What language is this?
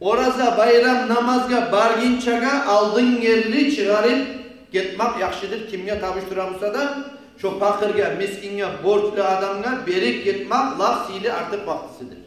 Kumyk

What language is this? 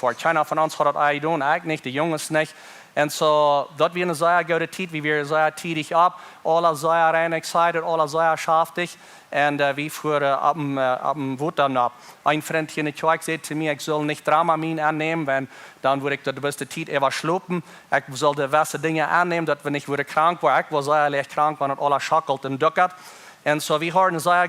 Plautdietsch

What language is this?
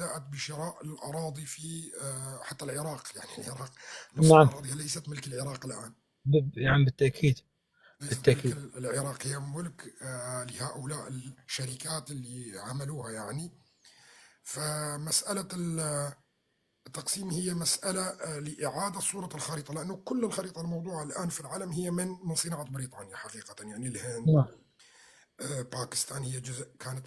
North Levantine Arabic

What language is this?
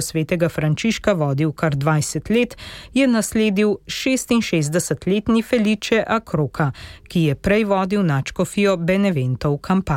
Slovenian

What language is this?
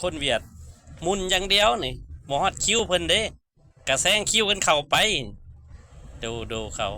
Lao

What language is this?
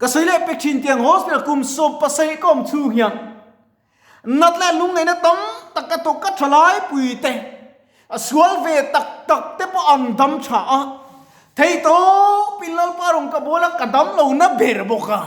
Mizo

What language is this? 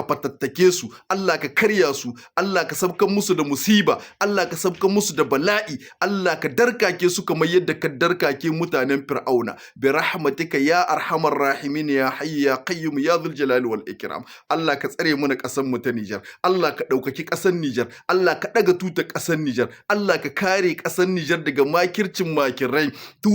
Hausa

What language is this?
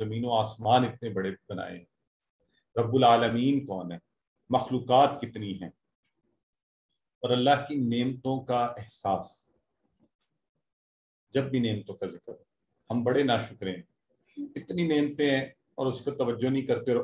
Urdu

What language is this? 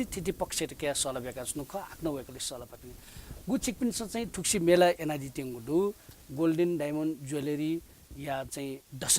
Newari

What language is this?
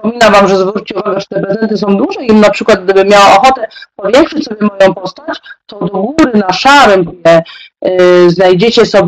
Polish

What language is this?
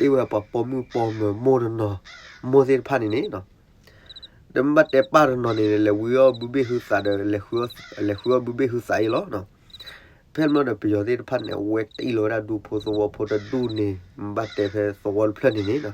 S'gaw Karen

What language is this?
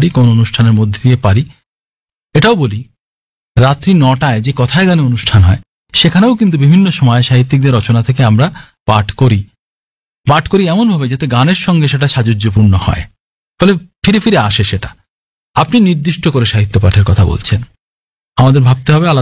Bangla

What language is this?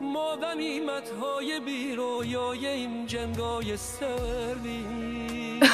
Tajik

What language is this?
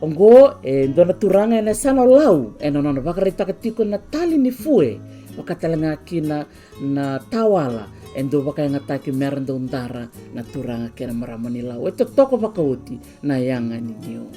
Fijian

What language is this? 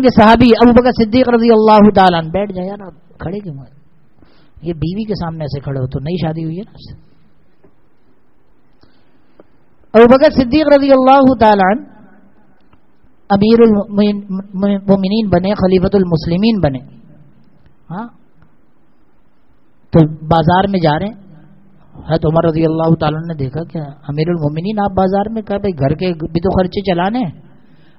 Urdu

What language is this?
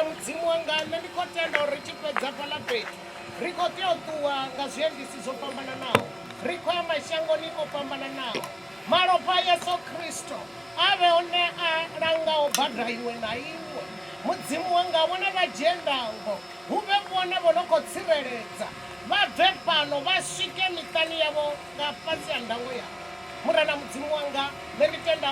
Venda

